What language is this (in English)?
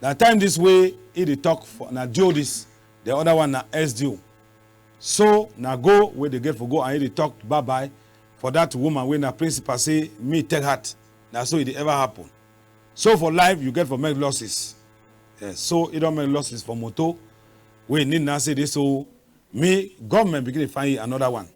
Cameroon Pidgin